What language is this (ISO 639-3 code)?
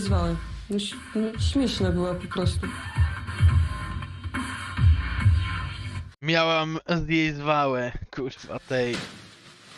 pol